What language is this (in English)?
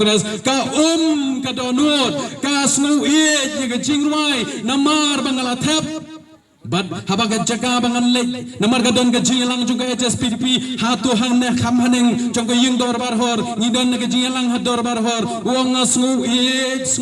Khasi